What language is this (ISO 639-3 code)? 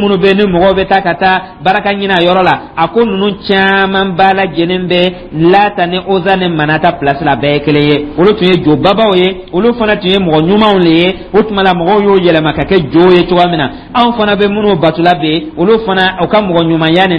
dyu